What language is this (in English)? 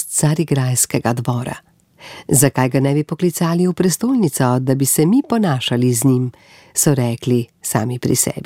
Slovenian